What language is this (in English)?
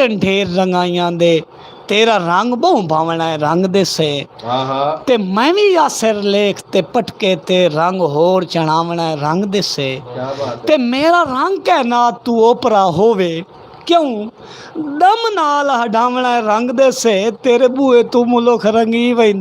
Saraiki